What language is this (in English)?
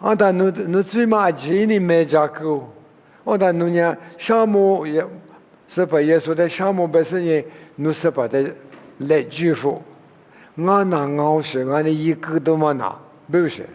Lisu